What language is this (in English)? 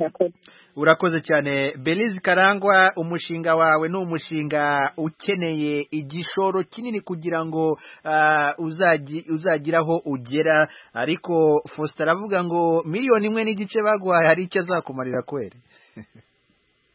Kinyarwanda